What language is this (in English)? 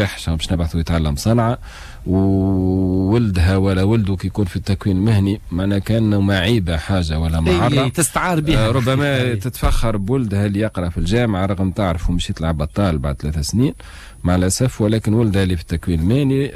Tunisian Arabic